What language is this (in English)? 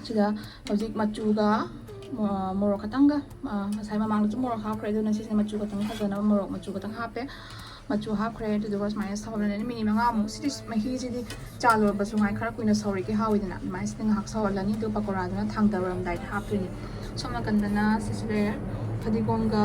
Manipuri